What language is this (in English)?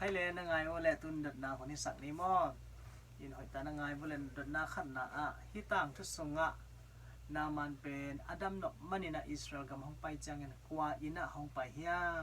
Tedim Chin